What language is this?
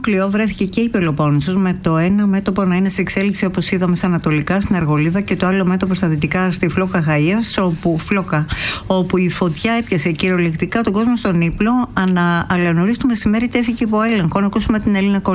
Greek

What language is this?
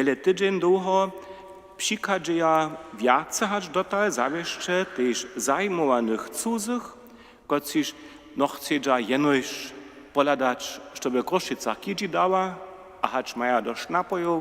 Upper Sorbian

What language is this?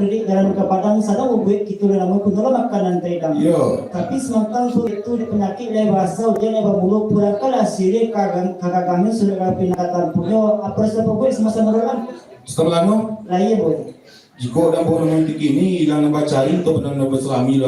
Minangkabau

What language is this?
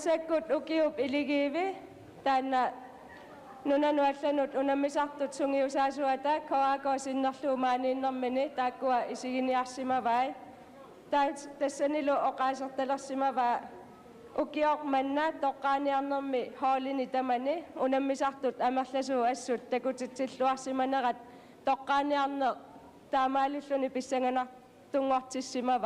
Kalaallisut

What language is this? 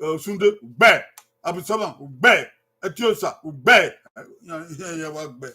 Bini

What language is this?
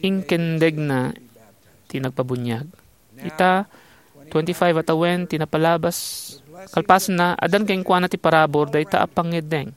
Iloko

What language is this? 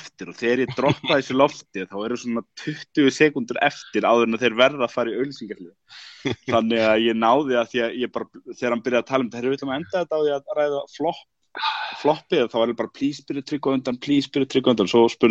Icelandic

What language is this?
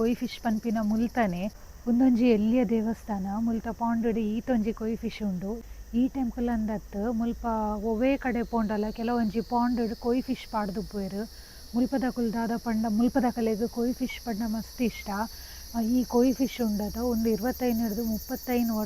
Tulu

